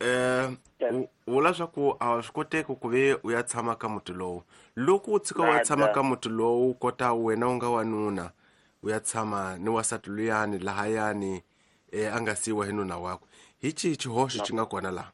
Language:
Tsonga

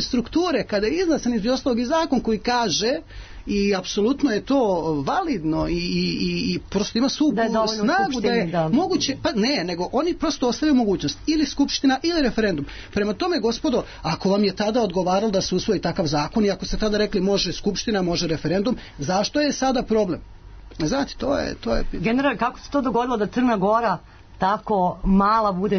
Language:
Serbian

